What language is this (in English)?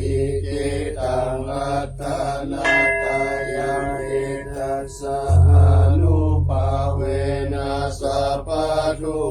Pali